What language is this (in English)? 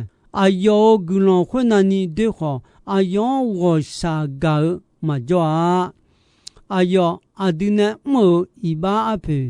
Akha